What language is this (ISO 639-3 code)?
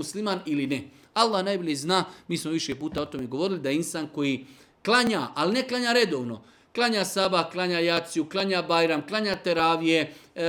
bos